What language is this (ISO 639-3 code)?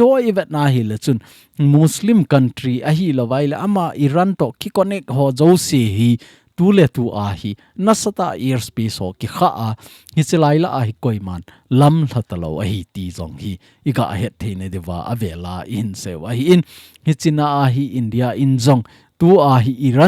tcz